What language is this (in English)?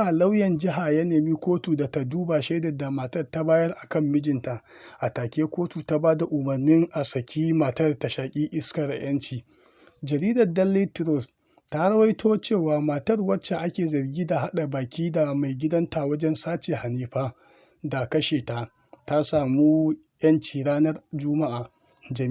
Hausa